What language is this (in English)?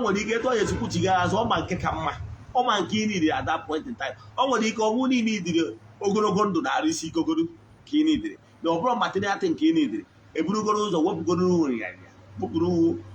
Igbo